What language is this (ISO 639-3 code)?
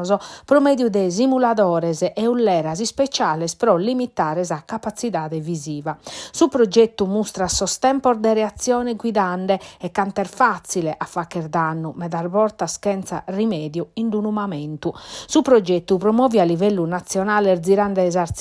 srd